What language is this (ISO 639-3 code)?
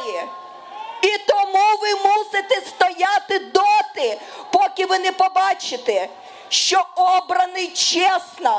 ukr